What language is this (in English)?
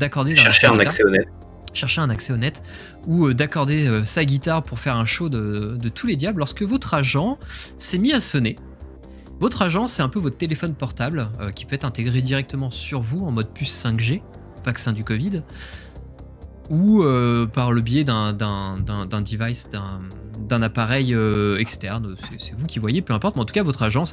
French